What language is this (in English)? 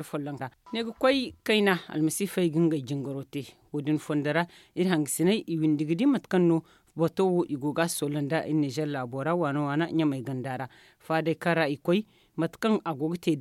Zarma